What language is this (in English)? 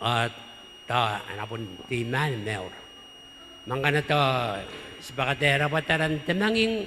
Gilbertese